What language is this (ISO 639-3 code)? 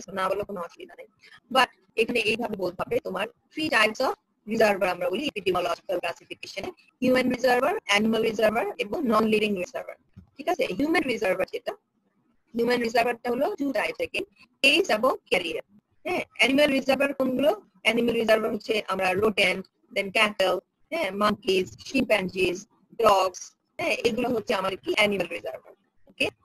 ben